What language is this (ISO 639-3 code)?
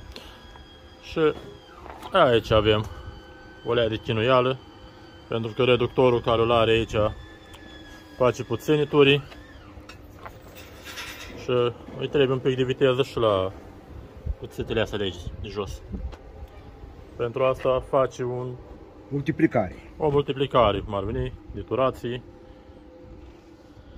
ron